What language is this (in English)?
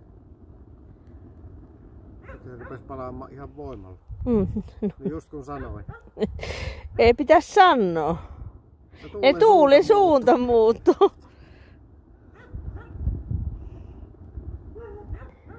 Finnish